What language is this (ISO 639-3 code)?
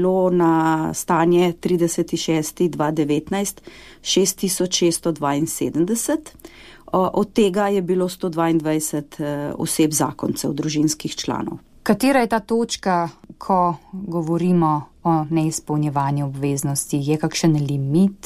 slv